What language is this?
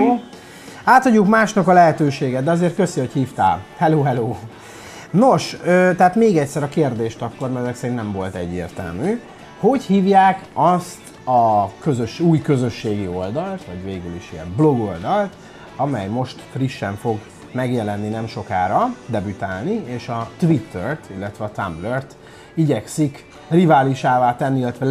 Hungarian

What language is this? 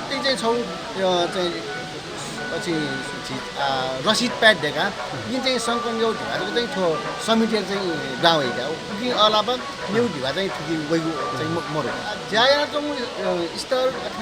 Newari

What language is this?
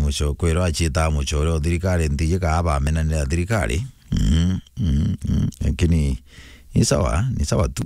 Meru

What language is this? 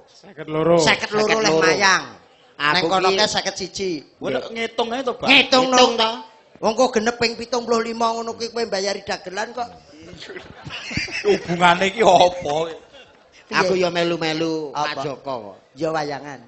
Javanese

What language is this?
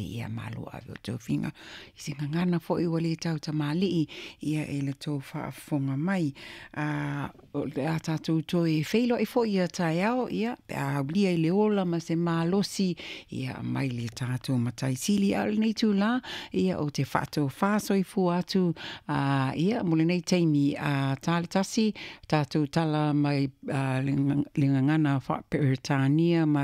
Samoan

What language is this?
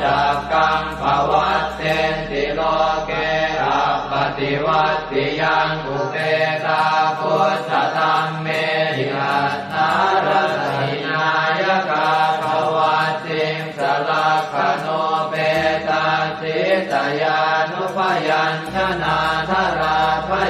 Pali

